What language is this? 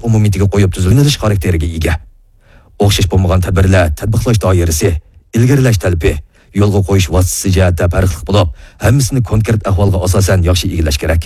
Uyghur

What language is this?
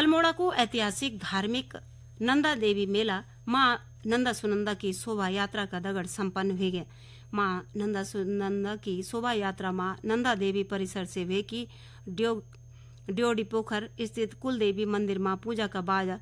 Garhwali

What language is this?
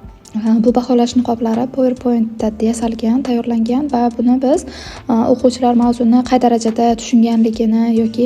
Uzbek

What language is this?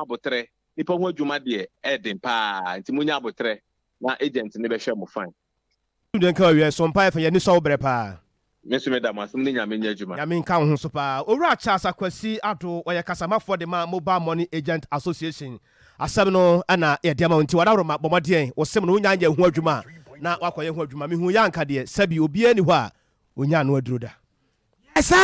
Akan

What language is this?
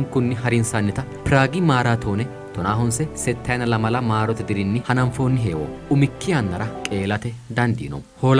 Sidamo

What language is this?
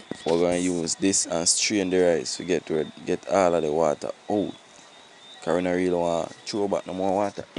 Jamaican Creole English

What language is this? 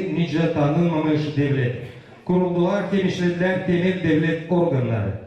Gagauz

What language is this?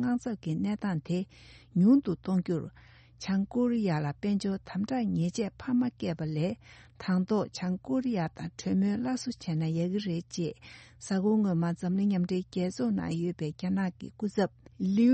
Tibetan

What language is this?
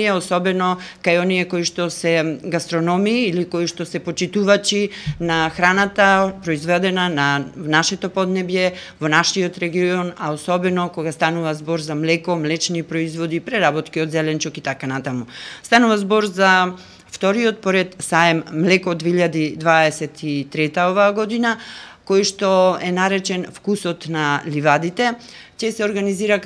Macedonian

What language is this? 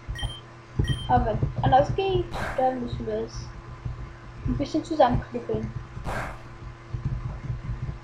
German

